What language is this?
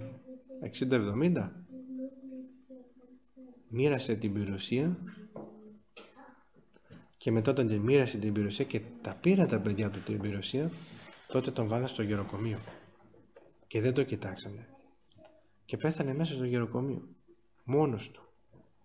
Greek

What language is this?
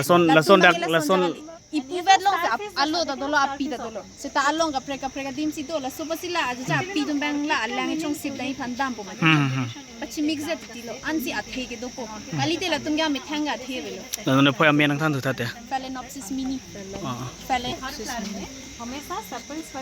Karbi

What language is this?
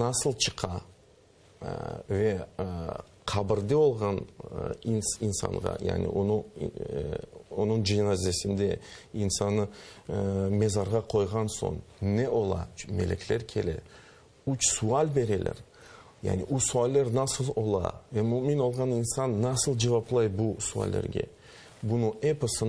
Crimean Tatar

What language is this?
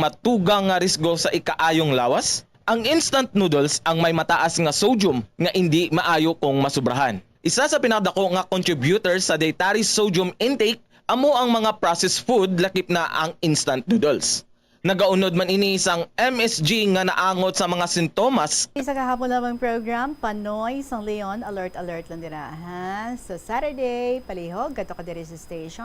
Hiligaynon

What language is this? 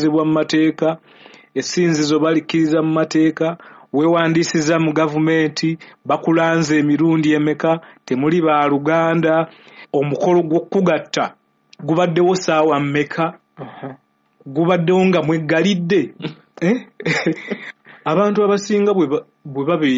Ganda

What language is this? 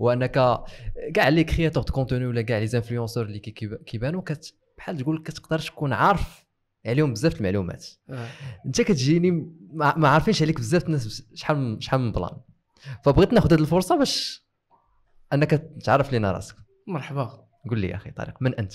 Moroccan Arabic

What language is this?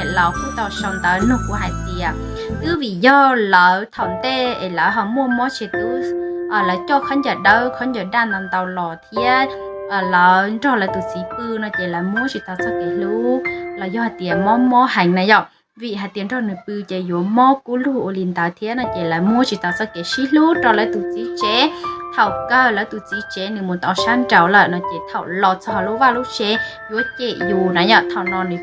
Hmong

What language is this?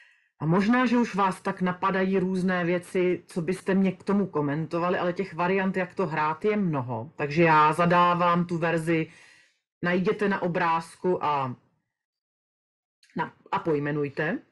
Czech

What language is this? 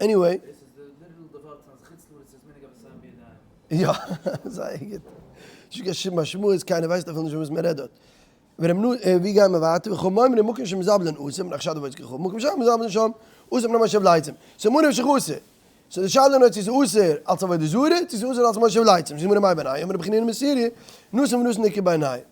Yiddish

